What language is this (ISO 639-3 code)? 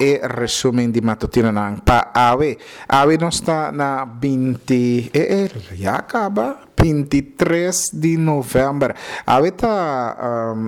pap